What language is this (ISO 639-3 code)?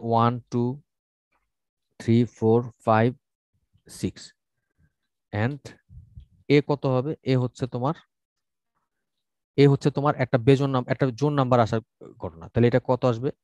ben